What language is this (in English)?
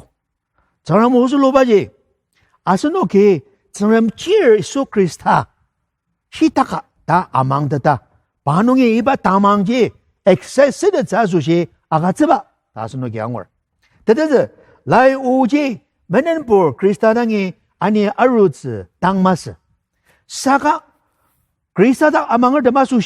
Ao Naga